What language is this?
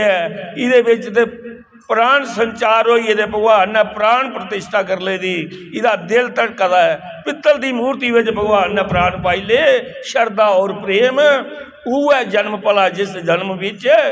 Dogri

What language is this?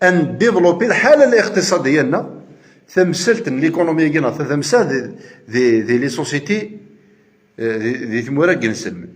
Kabyle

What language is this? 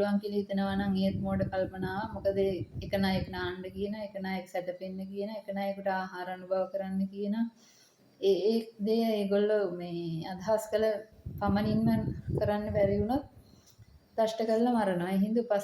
Sinhala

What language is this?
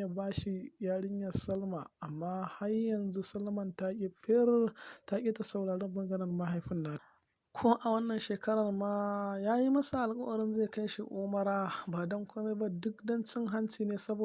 Hausa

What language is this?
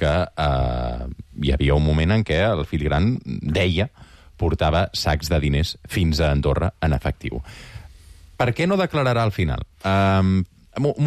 Catalan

